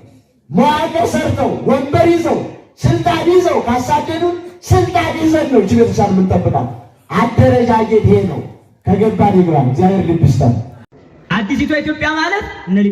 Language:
Amharic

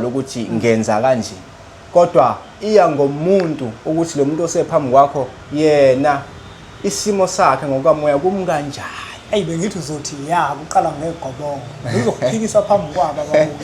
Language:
Zulu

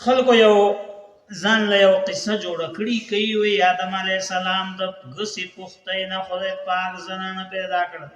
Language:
Pashto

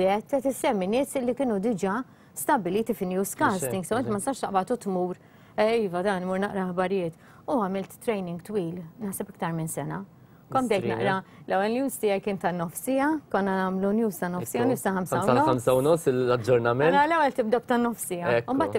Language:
Maltese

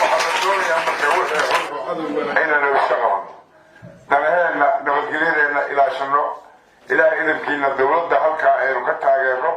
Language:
Somali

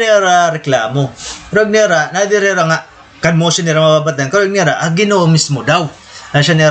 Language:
Waray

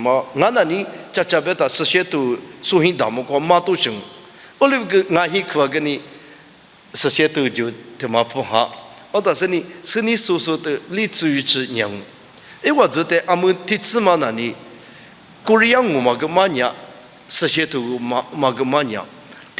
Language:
Lisu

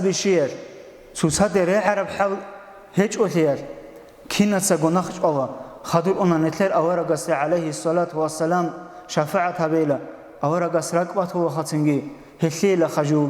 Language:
Avaric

